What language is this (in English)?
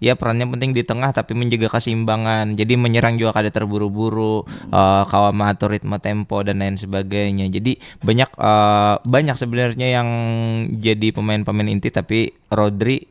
Banjar